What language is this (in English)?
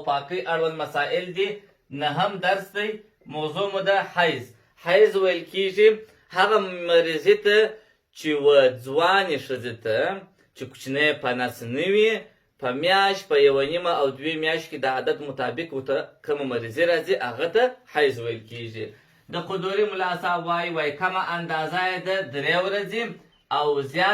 Pashto